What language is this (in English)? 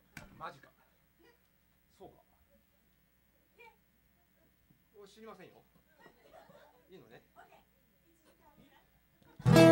Japanese